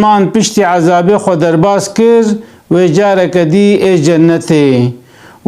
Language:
Kurdish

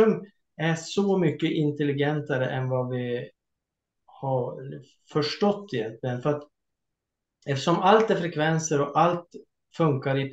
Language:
Swedish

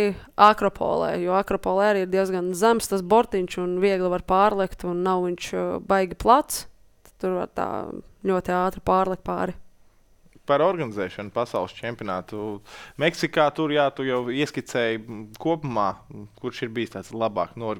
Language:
Latvian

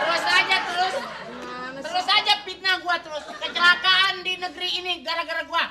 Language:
Betawi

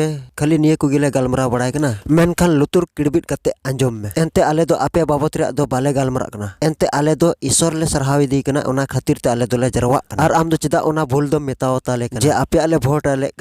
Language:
Santali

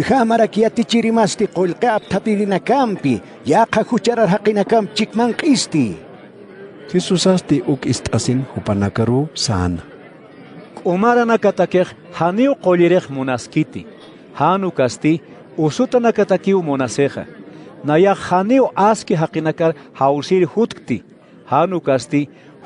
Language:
Aymara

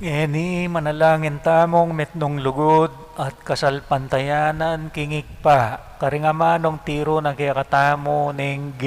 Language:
Pampanga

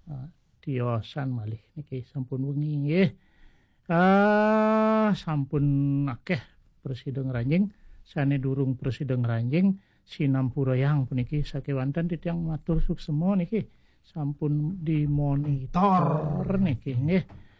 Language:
Balinese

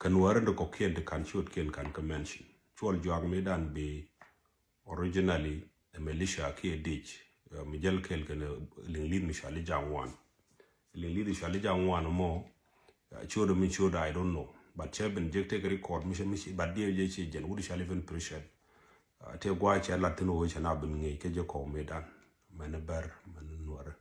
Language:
Nuer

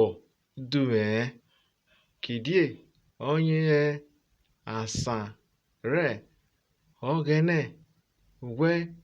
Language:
Urhobo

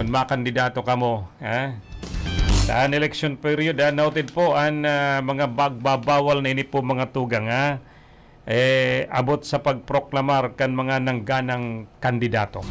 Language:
Bikol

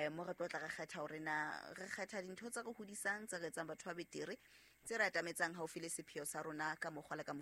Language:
Southern Sotho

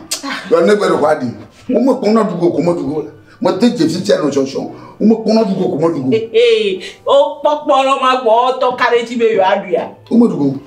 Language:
Ewe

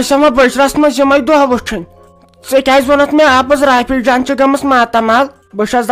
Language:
Kashmiri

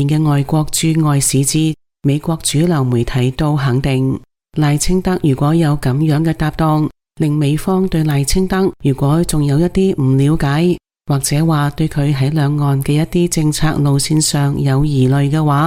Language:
Cantonese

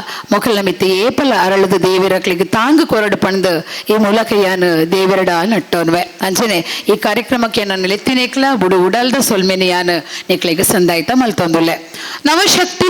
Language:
Tulu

